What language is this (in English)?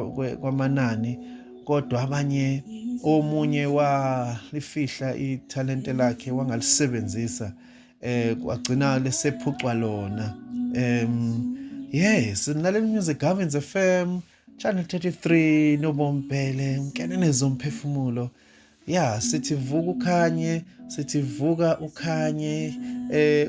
Zulu